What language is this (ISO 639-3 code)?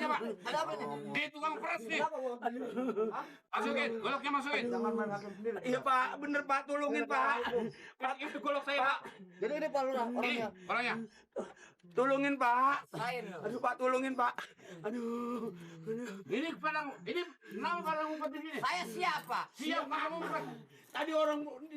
bew